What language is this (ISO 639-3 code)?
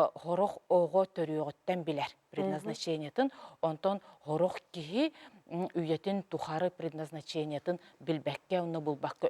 sah